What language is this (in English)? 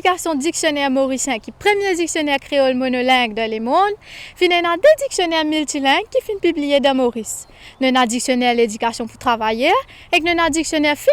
Morisyen